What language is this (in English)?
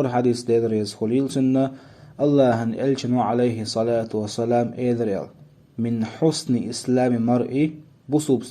Chechen